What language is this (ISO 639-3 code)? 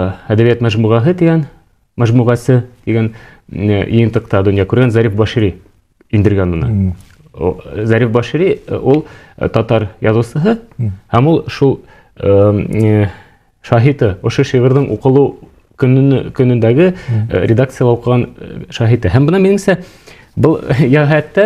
bak